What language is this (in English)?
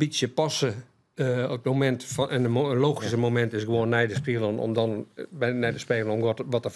Western Frisian